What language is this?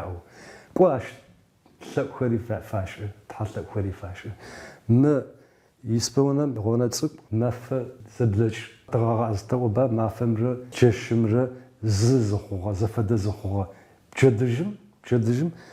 Adyghe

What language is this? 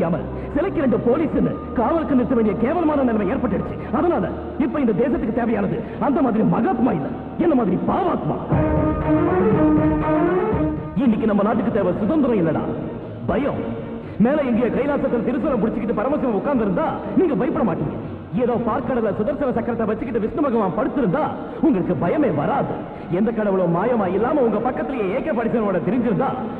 Tamil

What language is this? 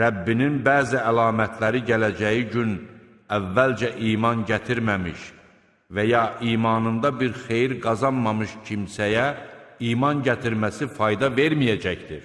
Azerbaijani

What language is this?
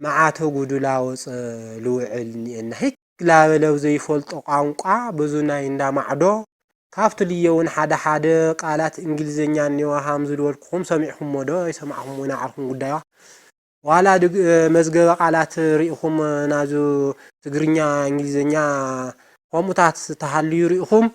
Tigrinya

